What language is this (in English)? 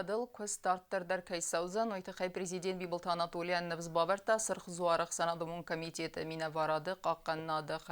Ossetic